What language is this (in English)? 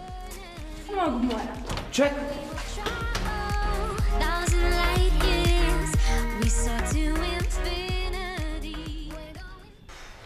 Bosnian